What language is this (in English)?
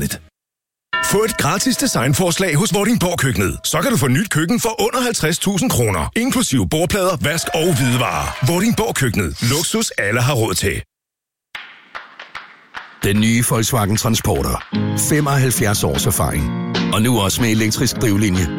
Danish